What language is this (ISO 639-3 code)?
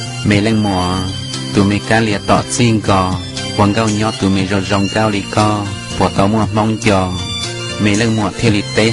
hmn